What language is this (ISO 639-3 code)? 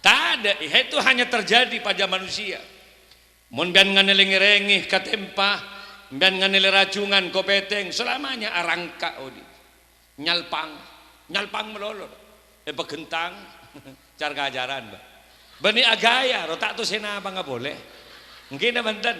mad